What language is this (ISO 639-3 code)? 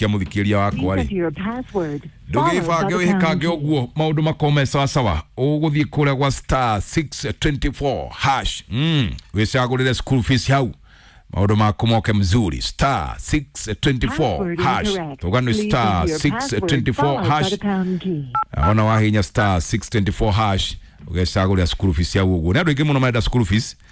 kik